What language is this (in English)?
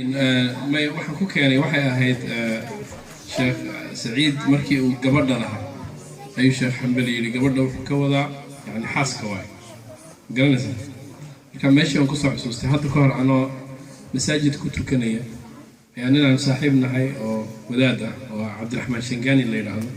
Somali